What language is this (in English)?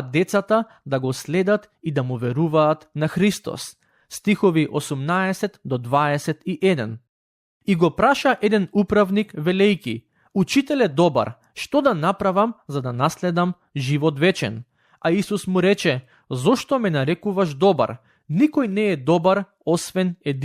Macedonian